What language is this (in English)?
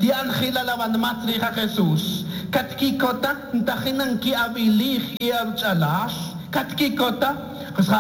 Tz'utujil